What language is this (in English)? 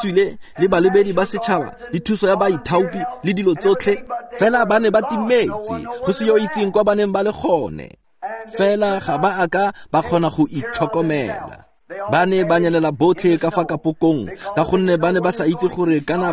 Tswana